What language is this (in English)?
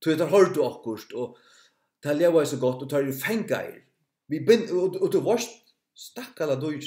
Faroese